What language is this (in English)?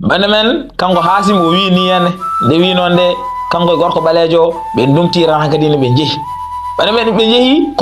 Fula